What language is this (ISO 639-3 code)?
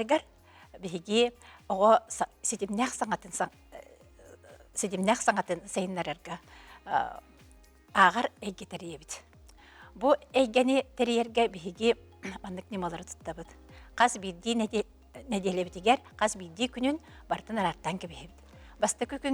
sah